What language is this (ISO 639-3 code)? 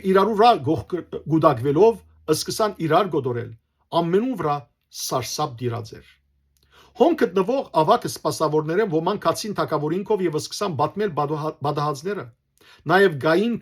hyw